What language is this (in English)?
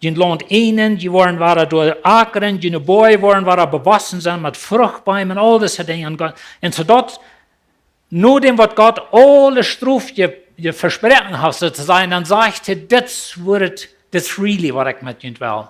Plautdietsch